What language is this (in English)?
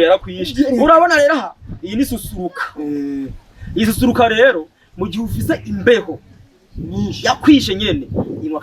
Rundi